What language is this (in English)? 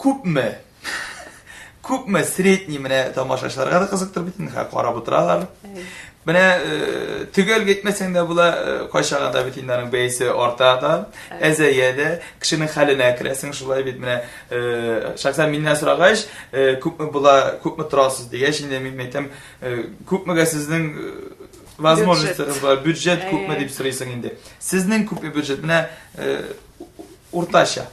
Tatar